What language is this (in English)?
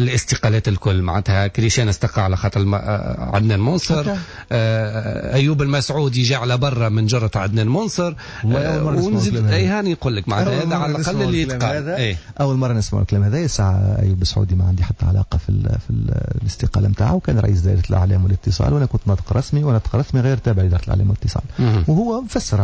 Tunisian Arabic